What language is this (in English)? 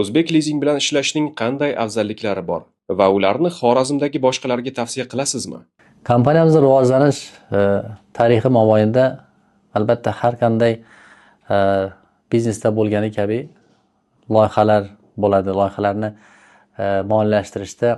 Uzbek